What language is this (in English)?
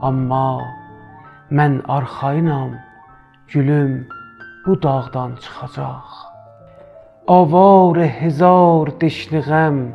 South Azerbaijani